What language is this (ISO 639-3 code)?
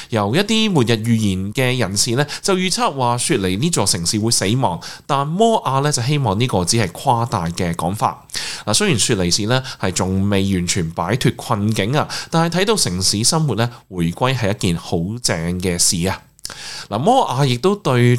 yue